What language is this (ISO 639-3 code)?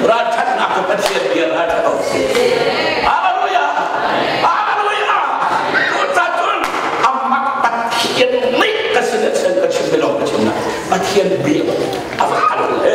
cnh